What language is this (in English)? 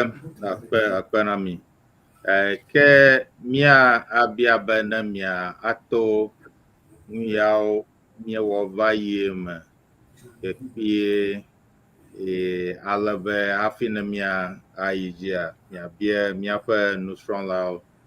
Ewe